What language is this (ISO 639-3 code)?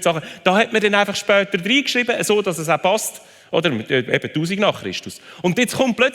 gsw